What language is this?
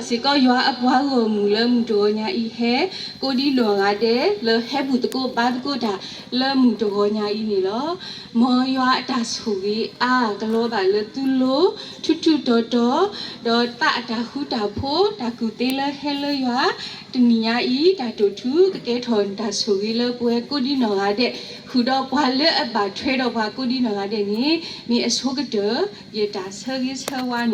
S'gaw Karen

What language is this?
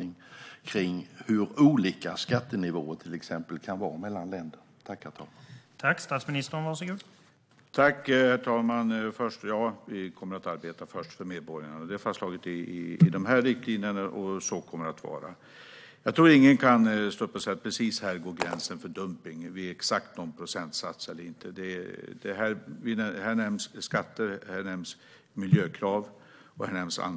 Swedish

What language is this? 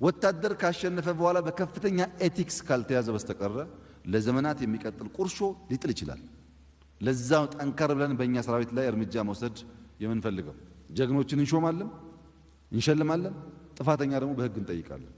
Amharic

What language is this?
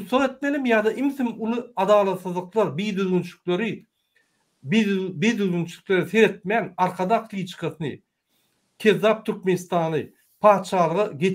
Turkmen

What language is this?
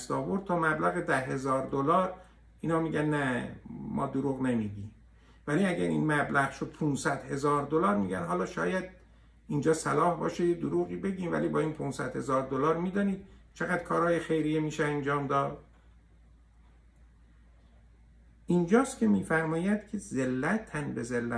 Persian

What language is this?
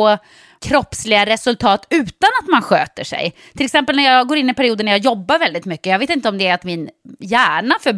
Swedish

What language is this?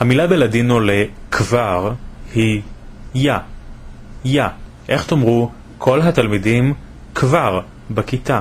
Ladino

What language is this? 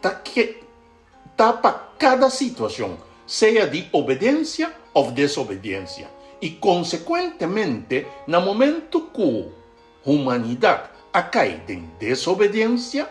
Papiamento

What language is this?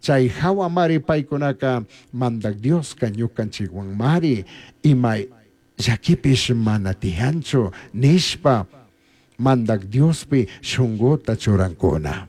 Chimborazo Highland Quichua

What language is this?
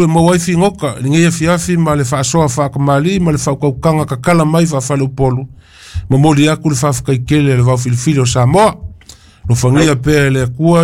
Samoan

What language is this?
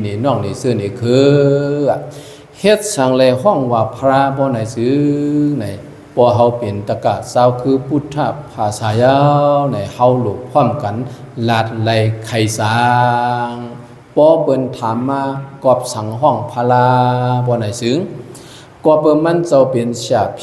Shan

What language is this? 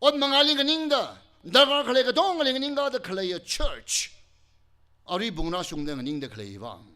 Tangkhul Naga (India)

